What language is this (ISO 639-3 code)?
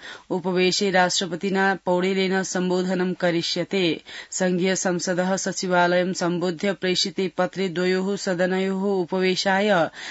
san